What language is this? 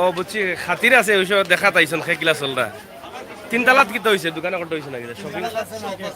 Sylheti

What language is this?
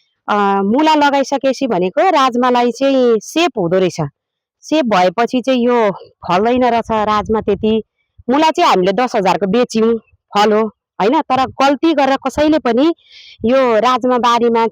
Nepali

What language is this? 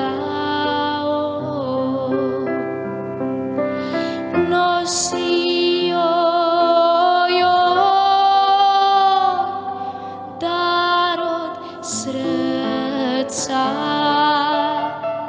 Croatian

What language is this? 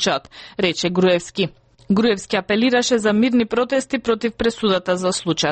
Macedonian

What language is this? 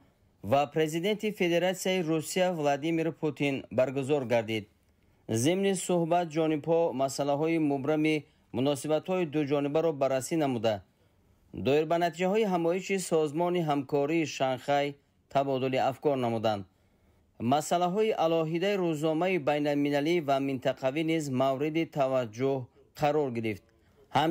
Tajik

